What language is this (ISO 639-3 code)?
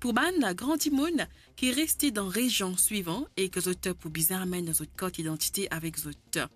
mfe